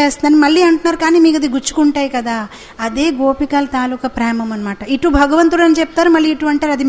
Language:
Telugu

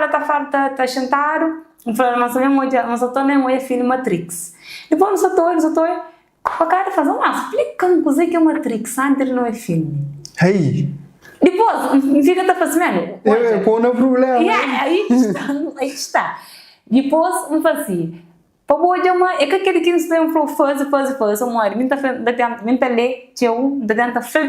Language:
Kabuverdianu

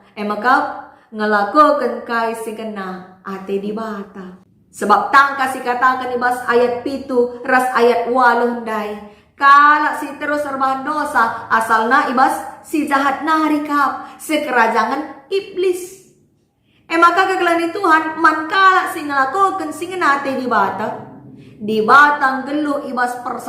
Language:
Batak Karo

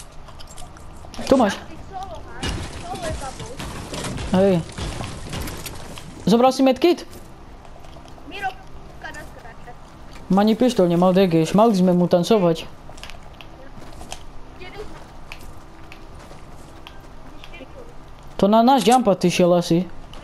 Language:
Slovak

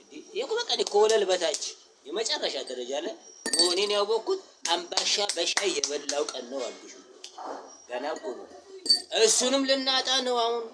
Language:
Amharic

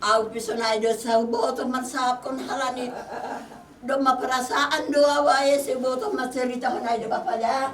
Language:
Batak Simalungun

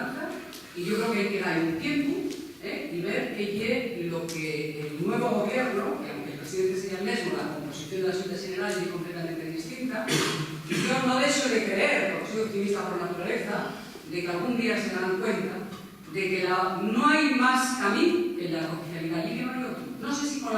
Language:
Asturian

